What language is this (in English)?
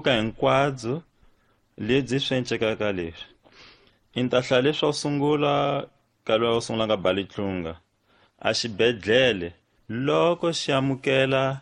Tsonga